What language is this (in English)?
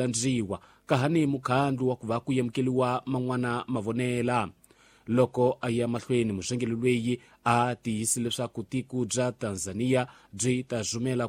Tsonga